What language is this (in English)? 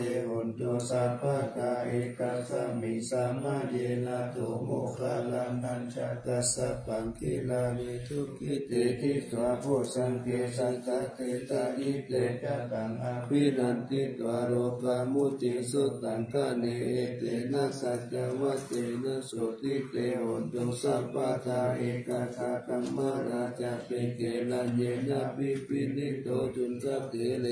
Pali